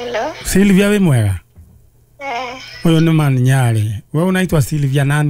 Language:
Kikuyu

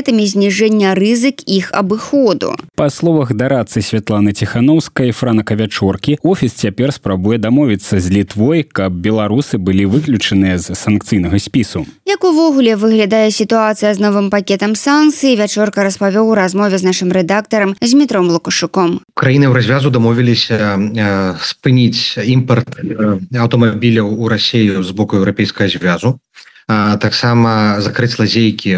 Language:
Belarusian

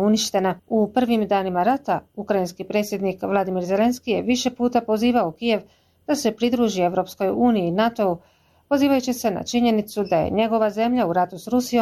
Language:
Bosnian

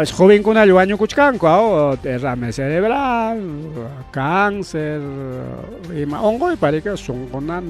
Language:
Ayacucho Quechua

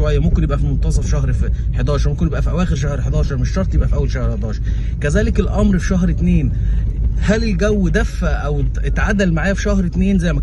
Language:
Egyptian Arabic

